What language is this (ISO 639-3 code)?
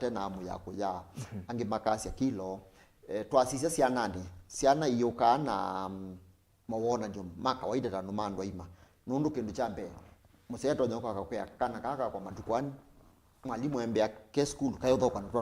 kam